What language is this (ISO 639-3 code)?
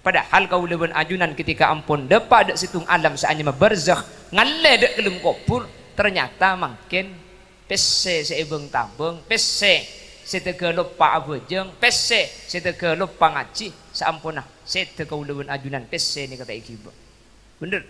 mad